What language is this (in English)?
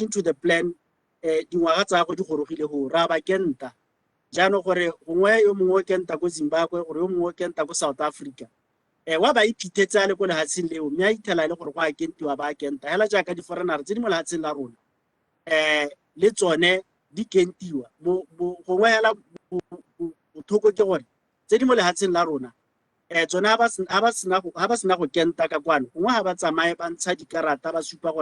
Tswana